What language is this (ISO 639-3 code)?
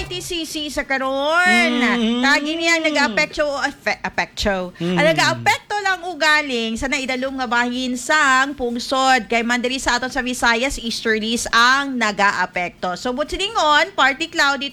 hil